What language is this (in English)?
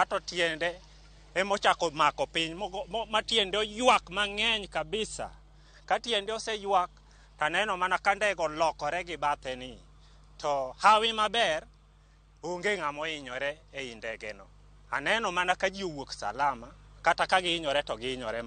Luo (Kenya and Tanzania)